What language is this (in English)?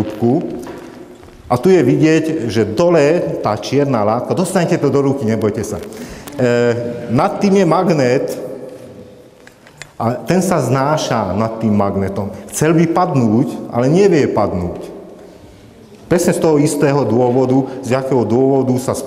Slovak